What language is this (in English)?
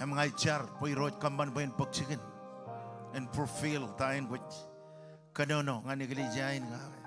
Marshallese